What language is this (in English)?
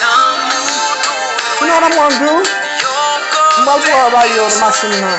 Haitian Creole